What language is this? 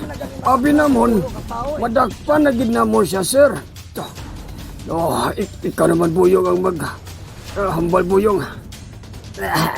Hiligaynon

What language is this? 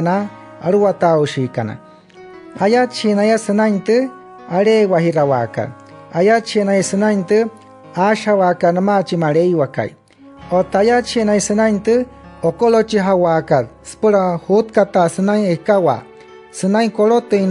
Wayuu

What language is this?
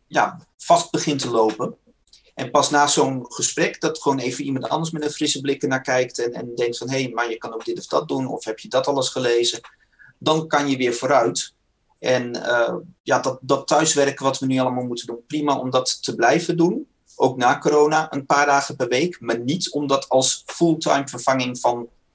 Dutch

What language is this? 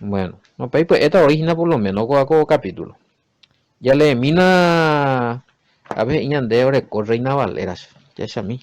Guarani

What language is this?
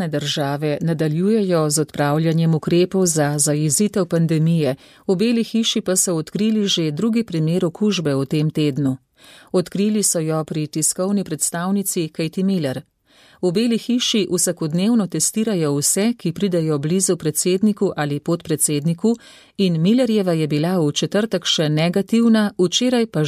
Slovenian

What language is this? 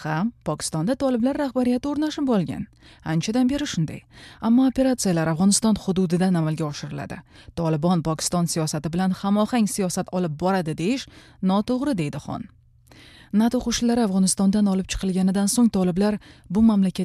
Uzbek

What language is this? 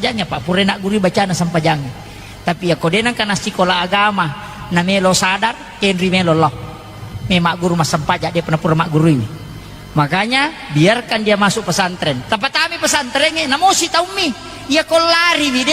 Buginese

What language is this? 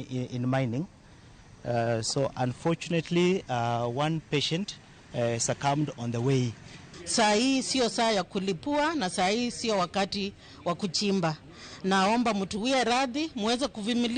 Luo (Kenya and Tanzania)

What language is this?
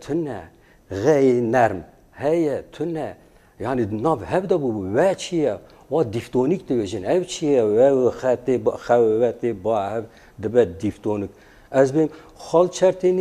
Kurdish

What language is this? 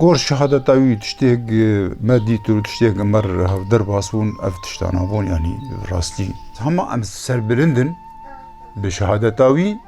Kurdish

